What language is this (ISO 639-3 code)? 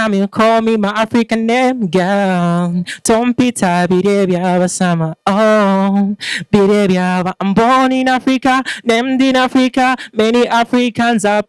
lug